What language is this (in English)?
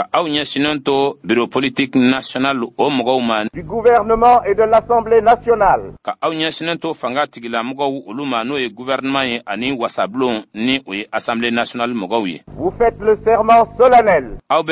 Bambara